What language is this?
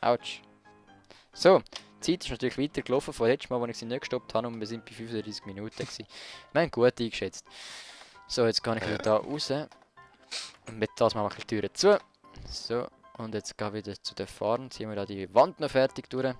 Swiss German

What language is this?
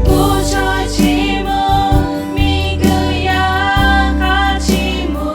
Lahu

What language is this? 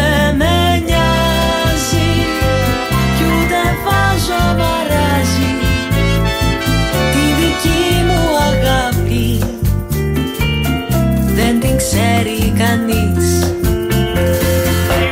Greek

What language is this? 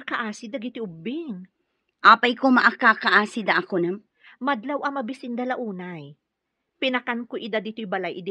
Iloko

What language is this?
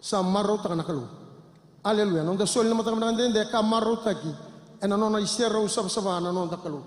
Fijian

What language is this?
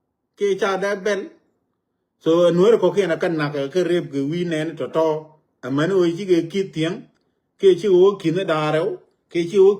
Nuer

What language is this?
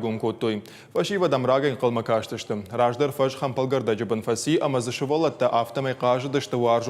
Ossetic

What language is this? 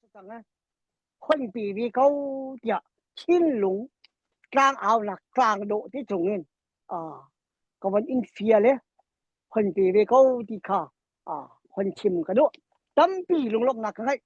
Hakha Chin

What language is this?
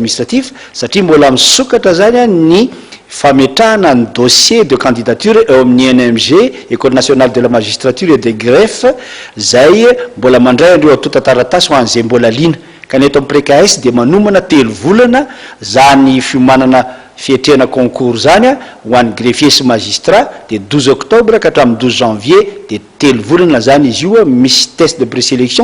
Malagasy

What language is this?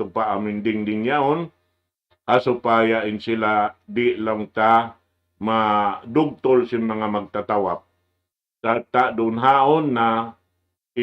Tausug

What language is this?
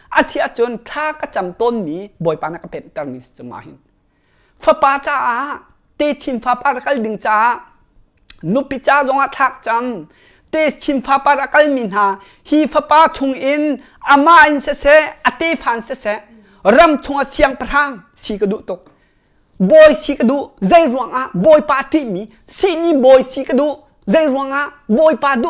Hakha Chin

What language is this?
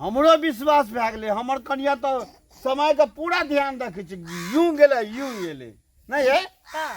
Maithili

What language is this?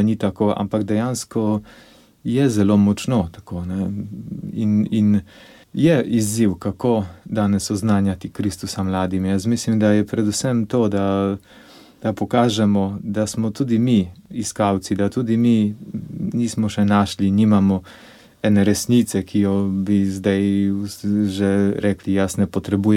Slovenian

